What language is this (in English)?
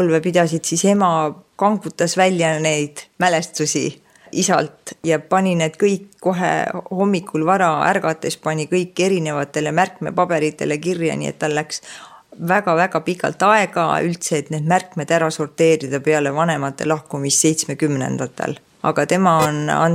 Estonian